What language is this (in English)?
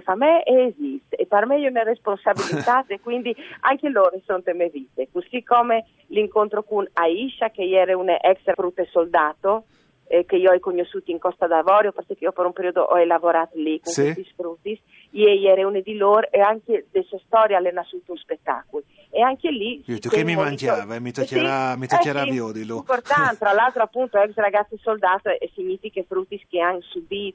Friulian